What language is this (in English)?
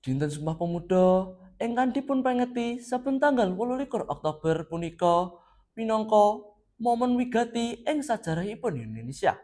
Javanese